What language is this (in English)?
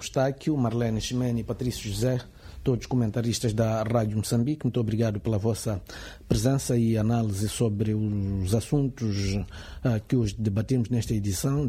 Portuguese